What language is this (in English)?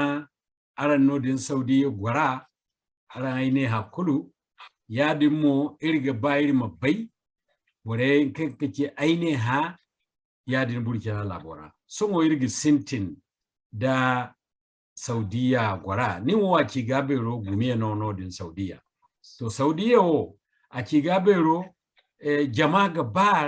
Zarma